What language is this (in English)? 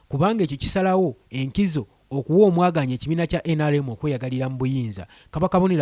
Ganda